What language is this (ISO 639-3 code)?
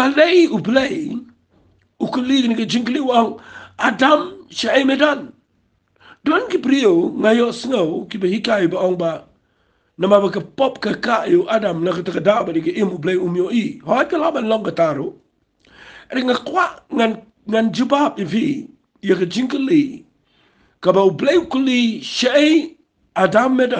kha